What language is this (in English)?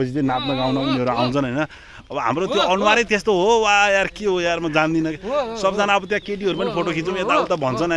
Nepali